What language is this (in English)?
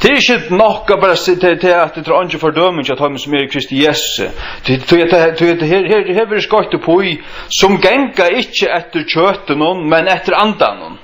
Faroese